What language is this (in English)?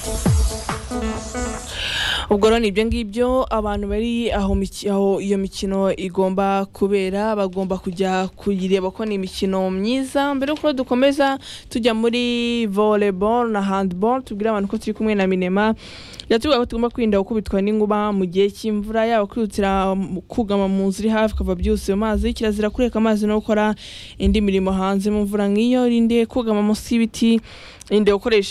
Kinyarwanda